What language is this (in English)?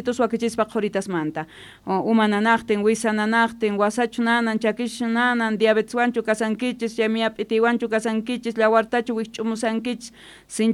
South Bolivian Quechua